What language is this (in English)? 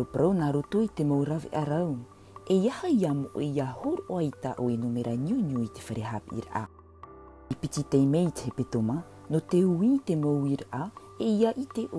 Tahitian